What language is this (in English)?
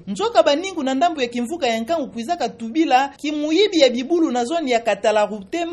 Kituba (Democratic Republic of Congo)